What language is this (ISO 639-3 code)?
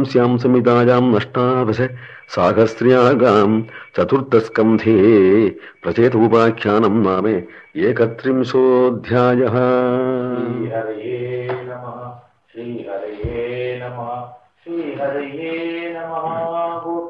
san